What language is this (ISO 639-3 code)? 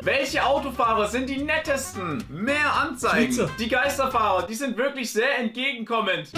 gsw